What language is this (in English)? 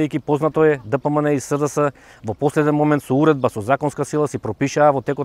Macedonian